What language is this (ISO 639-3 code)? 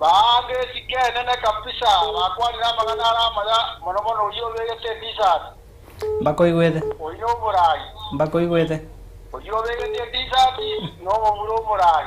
guz